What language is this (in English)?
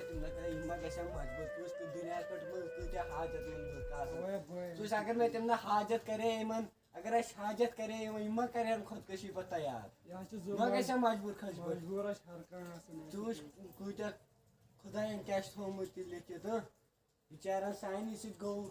Kashmiri